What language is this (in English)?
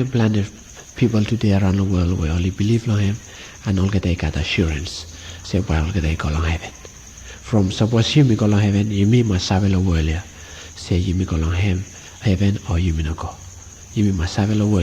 Bislama